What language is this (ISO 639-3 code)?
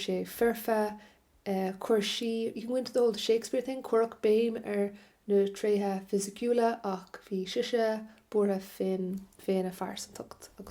gle